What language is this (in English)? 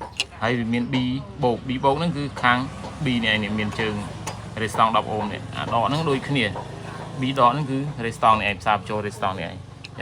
Khmer